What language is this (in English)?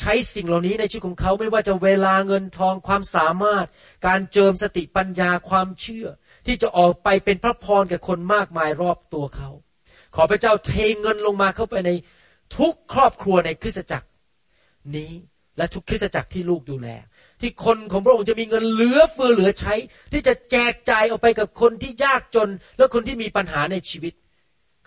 Thai